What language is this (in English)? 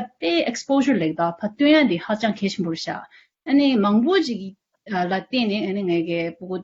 Tibetan